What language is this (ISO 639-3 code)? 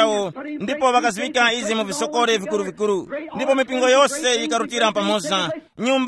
tum